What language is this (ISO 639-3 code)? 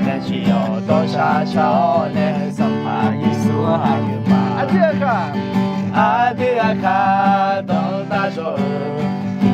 ahk